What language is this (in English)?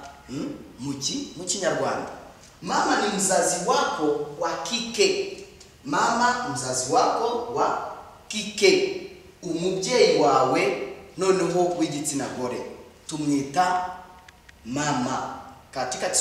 Kinyarwanda